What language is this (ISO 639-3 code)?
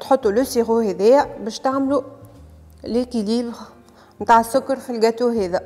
aeb